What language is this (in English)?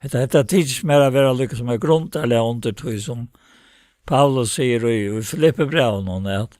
Faroese